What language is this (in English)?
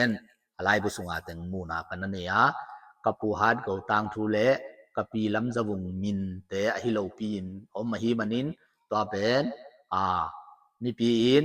Tedim Chin